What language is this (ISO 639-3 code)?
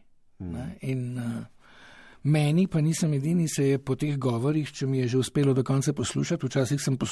slv